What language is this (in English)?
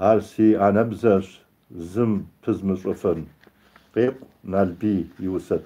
Kabardian